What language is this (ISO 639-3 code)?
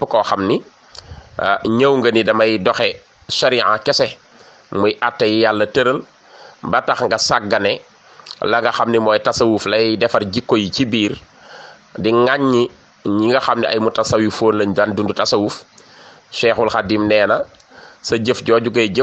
wol